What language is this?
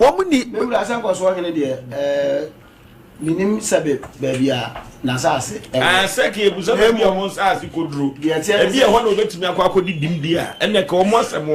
Akan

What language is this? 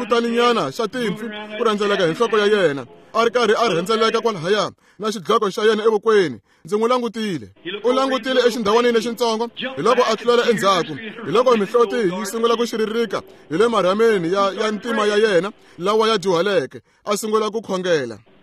Tsonga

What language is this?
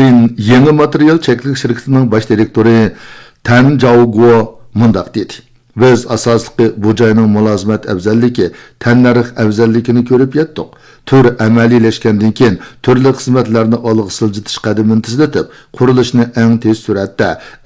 Uyghur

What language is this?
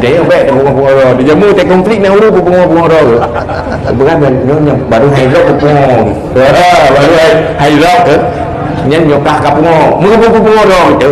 Achinese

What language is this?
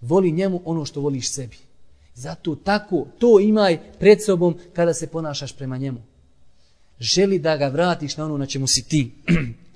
Bosnian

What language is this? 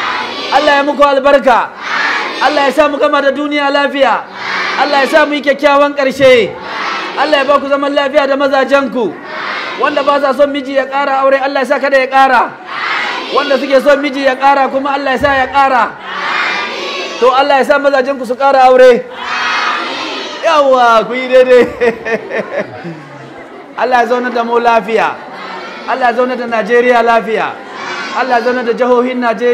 Hausa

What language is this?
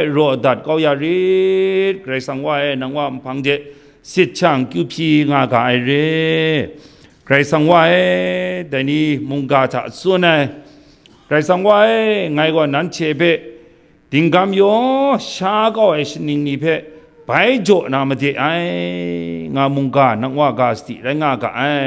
Kachin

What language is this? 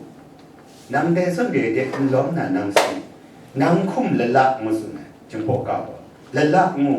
Kachin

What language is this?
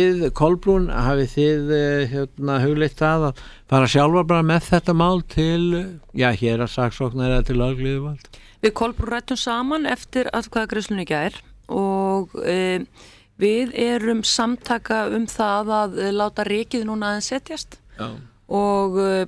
Icelandic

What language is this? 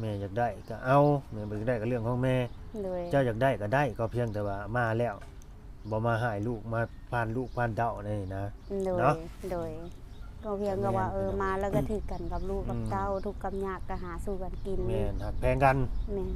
Lao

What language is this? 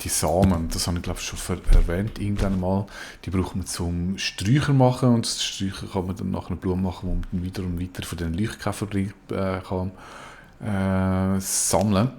Swiss German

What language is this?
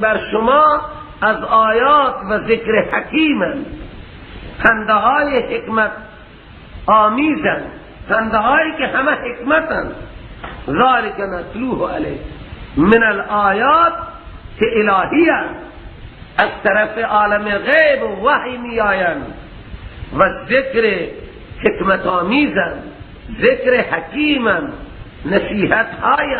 Persian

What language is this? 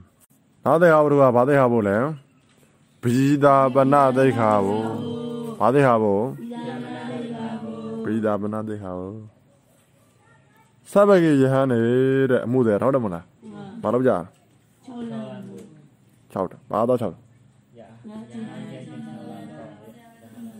Burmese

